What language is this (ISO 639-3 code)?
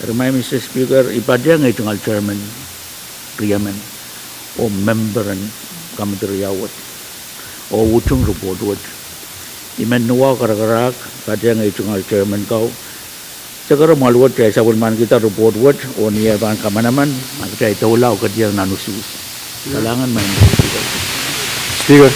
pon